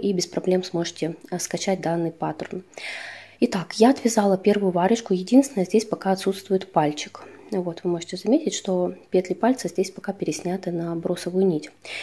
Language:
Russian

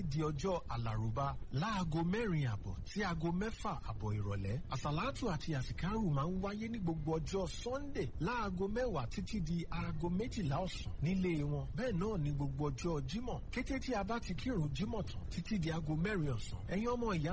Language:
Yoruba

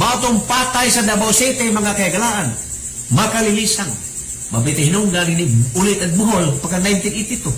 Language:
Cebuano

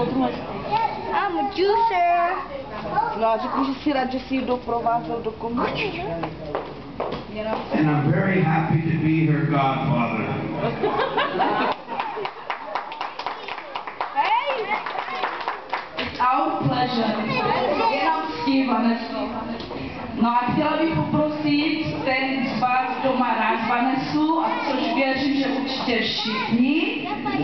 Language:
Czech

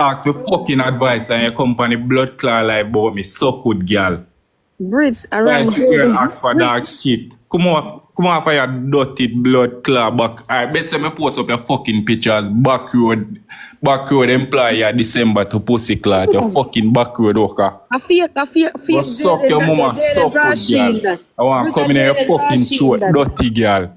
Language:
Jamaican Creole English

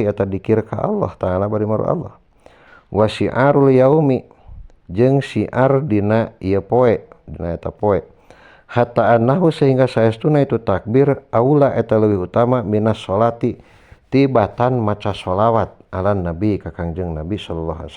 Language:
Sundanese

